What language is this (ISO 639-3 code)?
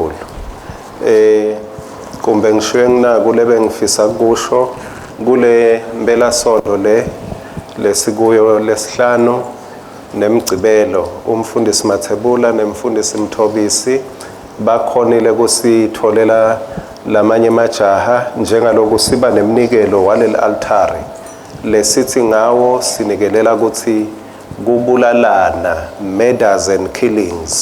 ssw